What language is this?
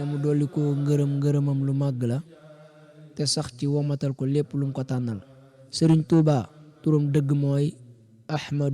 Wolof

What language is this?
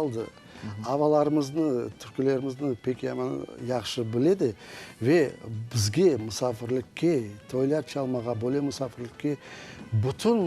Crimean Tatar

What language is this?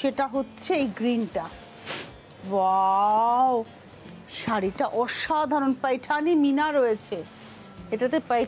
Bangla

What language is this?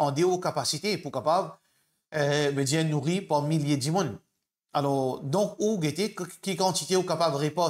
Morisyen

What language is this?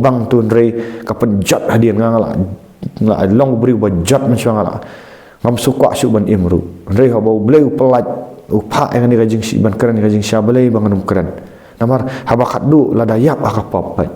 Khasi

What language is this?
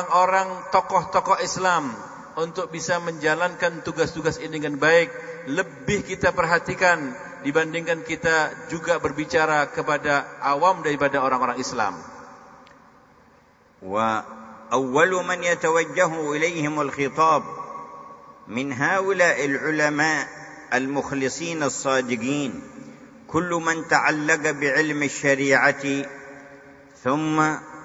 Indonesian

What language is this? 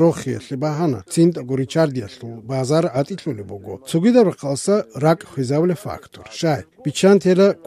Avaric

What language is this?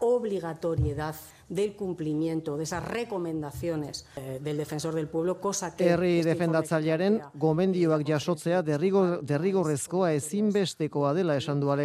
Basque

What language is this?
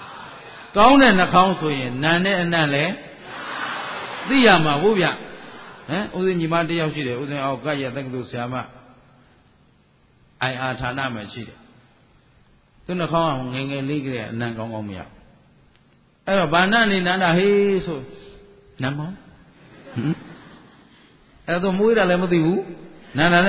Burmese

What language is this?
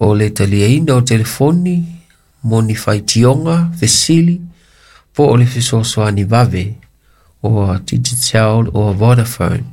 Samoan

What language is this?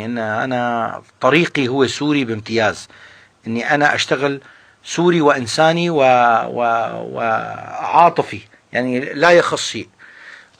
North Levantine Arabic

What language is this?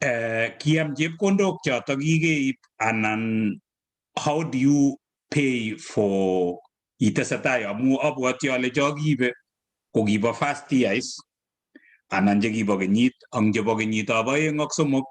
Kalenjin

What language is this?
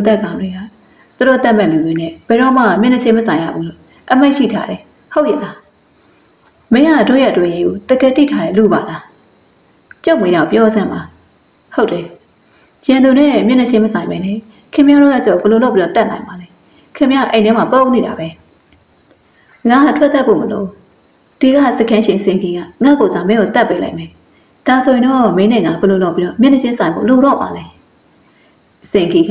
Burmese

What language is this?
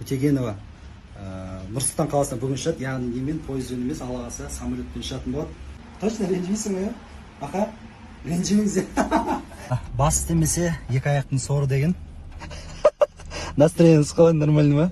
Kazakh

